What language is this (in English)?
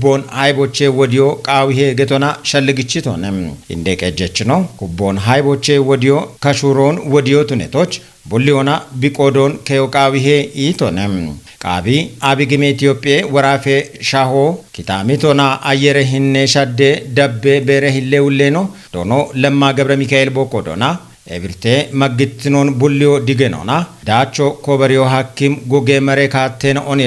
Kafa